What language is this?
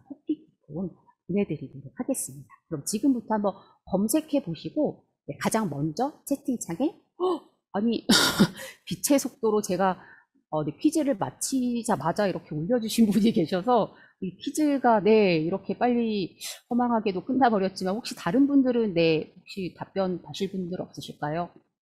Korean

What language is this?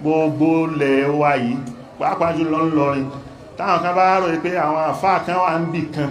Yoruba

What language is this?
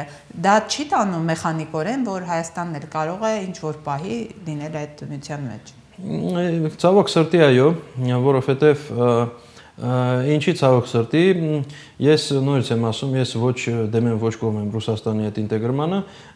Armenian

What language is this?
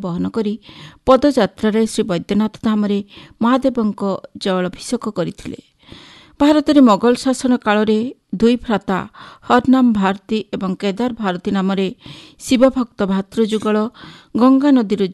Odia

